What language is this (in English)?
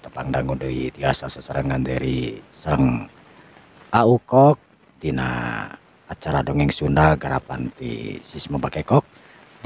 Sundanese